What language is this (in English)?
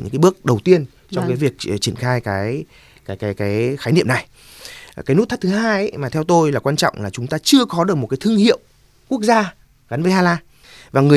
Vietnamese